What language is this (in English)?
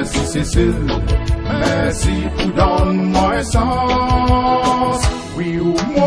Seselwa Creole French